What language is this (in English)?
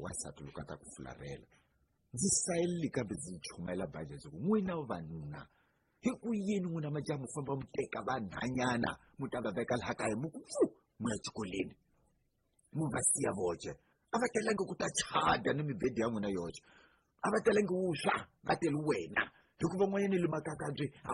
Tsonga